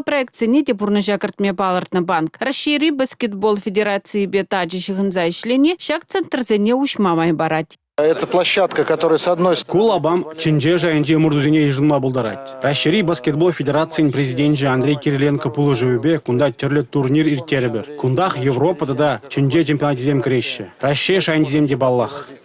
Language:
Chuvash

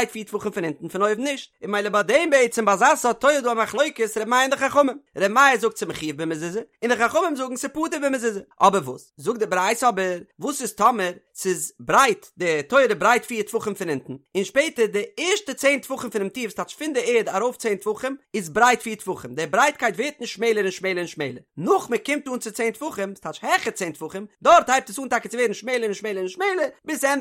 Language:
Yiddish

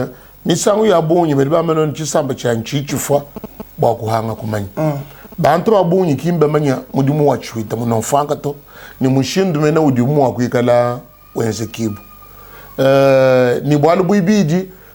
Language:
Luba-Lulua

